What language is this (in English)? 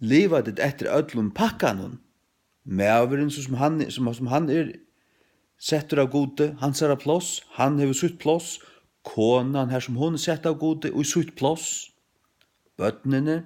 Faroese